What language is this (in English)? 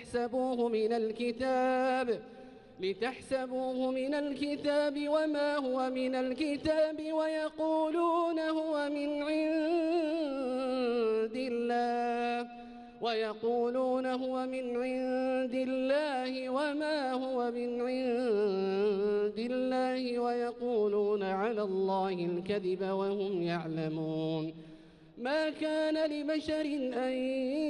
Arabic